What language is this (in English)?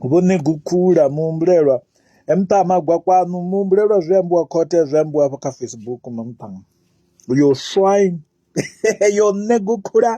Venda